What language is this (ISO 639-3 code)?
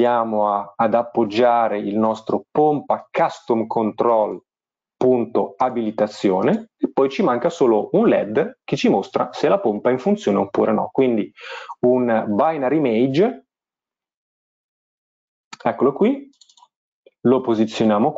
ita